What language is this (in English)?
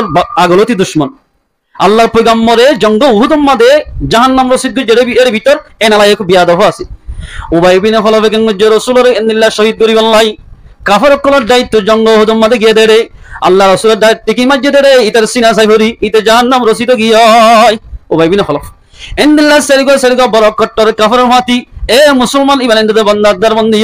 Rohingya